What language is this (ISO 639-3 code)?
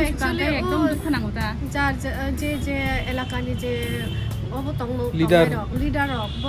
trp